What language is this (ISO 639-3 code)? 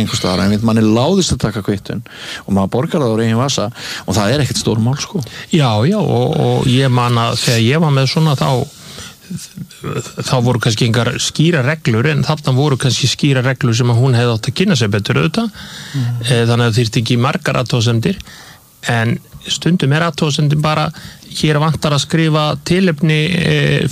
isl